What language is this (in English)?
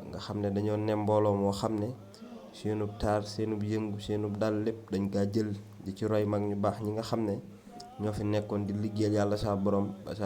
Wolof